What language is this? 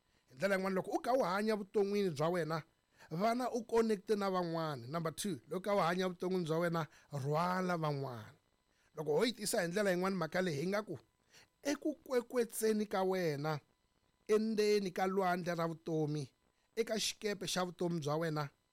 Tsonga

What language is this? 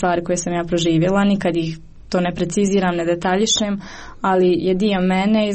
Croatian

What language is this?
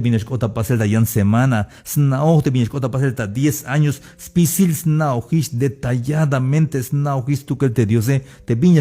Tzeltal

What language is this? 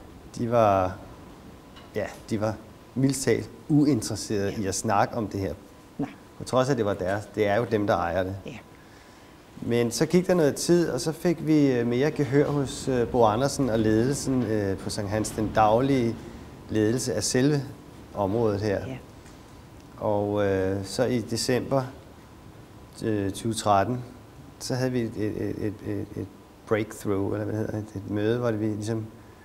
Danish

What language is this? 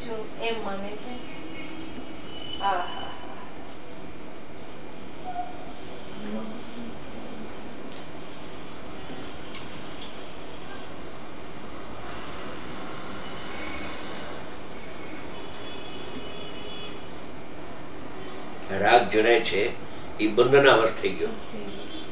Gujarati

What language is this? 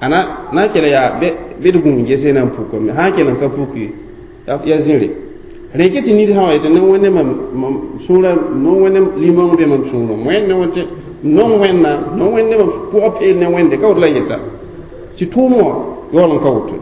Mossi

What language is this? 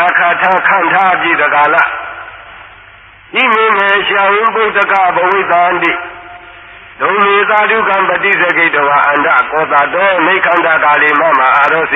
Burmese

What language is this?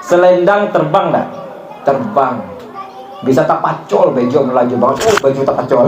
Banjar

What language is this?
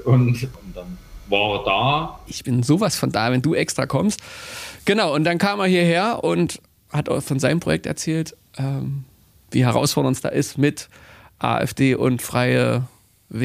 German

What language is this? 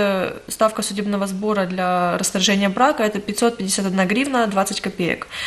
Russian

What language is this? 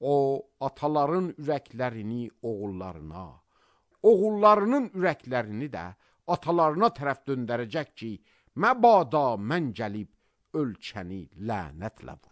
Azerbaijani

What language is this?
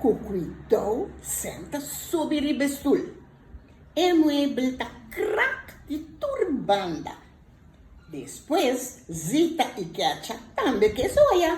Papiamento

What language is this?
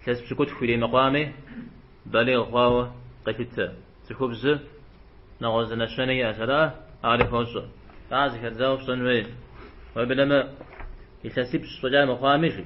Kabardian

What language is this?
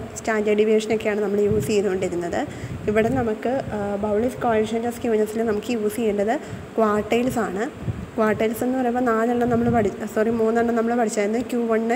Malayalam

